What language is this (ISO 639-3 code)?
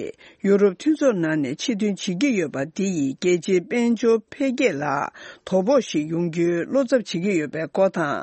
bod